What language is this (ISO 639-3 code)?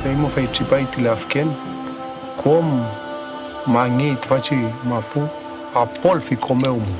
arn